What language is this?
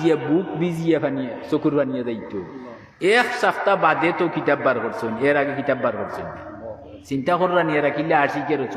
Sylheti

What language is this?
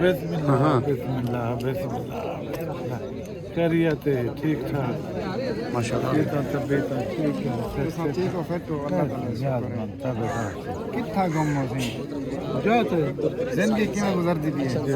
Saraiki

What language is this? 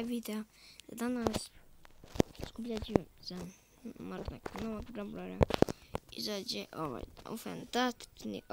Croatian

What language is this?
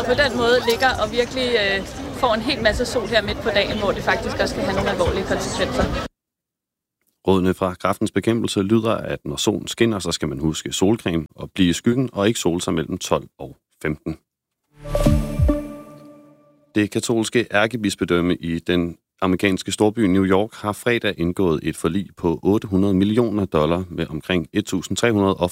Danish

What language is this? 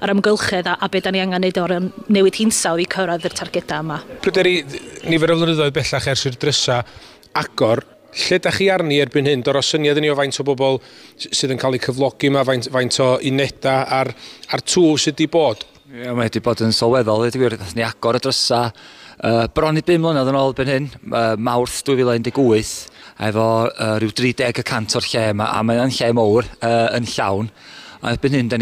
Welsh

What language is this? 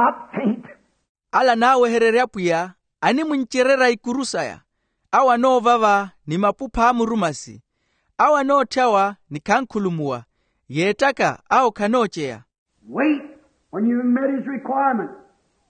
Makhuwa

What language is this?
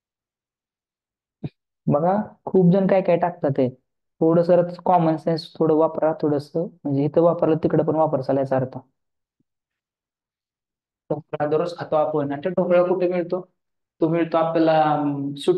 Marathi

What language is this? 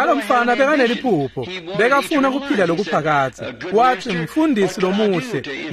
Swati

